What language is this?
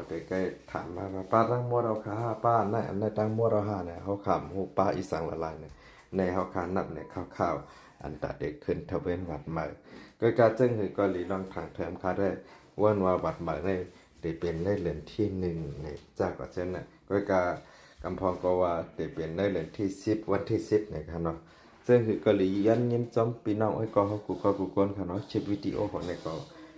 Shan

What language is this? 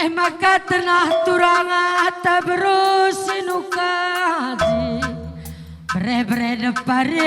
Batak Karo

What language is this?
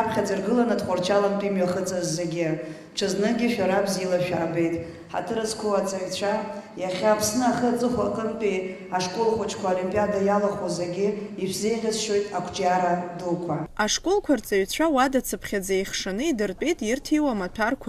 Abkhazian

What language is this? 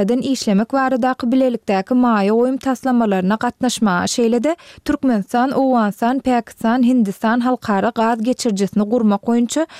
Turkmen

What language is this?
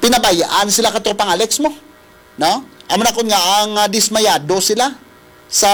Hiligaynon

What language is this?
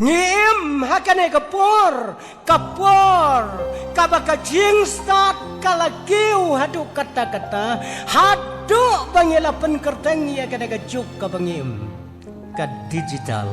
Khasi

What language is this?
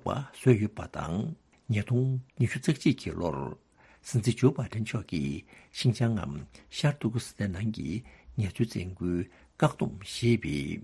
Tibetan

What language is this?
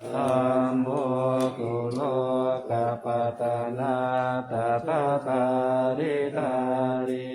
Pali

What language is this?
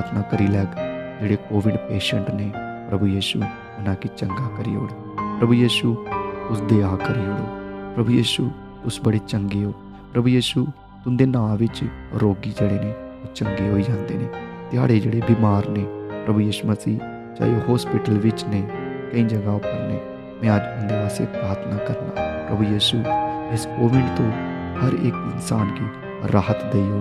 Dogri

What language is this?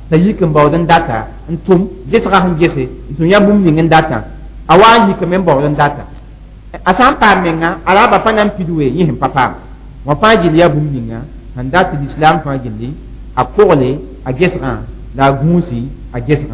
Mossi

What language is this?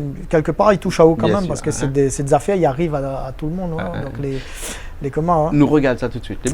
Réunion Creole French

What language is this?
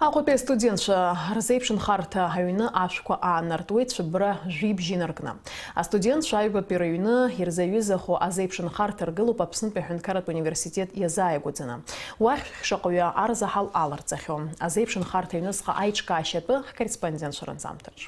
Abkhazian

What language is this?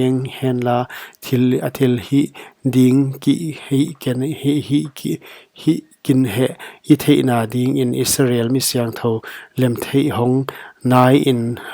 Paite Chin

